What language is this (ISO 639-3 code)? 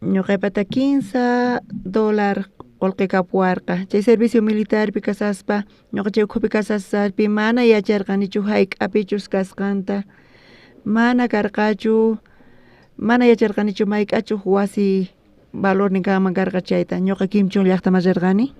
quh